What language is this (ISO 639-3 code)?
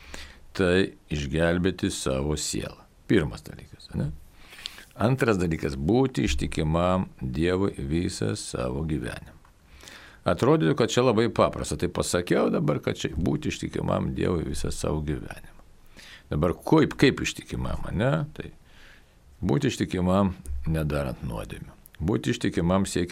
lit